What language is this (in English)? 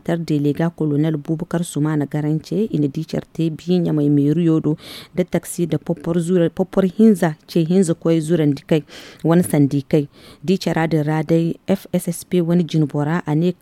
Zarma